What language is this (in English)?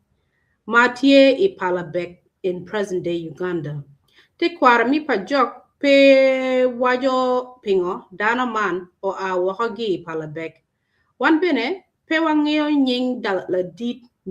Acoli